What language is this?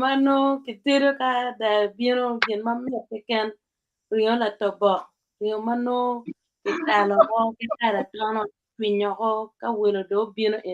Acoli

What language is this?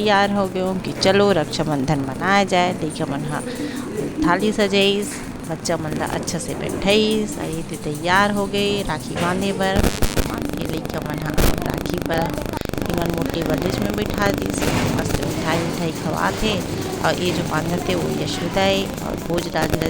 Chhattisgarhi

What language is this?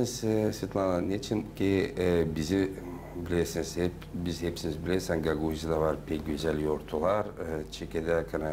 Gagauz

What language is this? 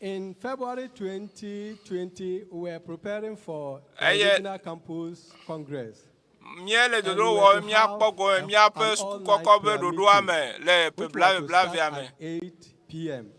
Ewe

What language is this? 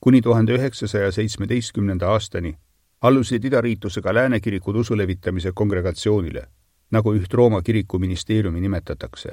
Estonian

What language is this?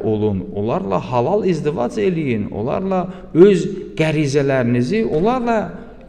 Azerbaijani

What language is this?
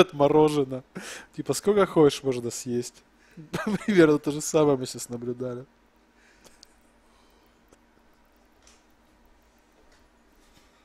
Russian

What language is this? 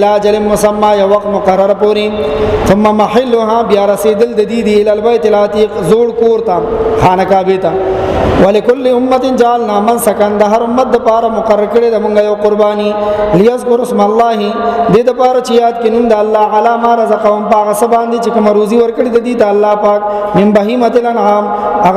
Pashto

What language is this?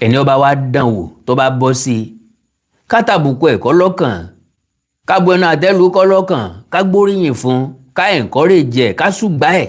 Yoruba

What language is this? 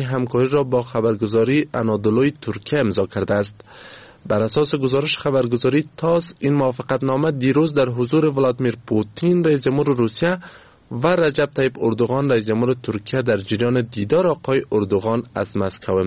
Persian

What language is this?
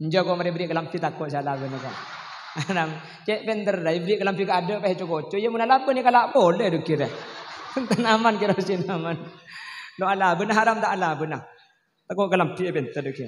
Madurese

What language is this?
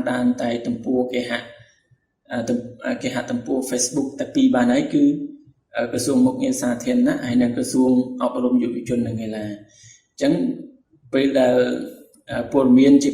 Khmer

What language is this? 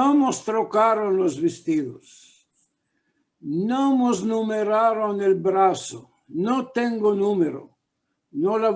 Ladino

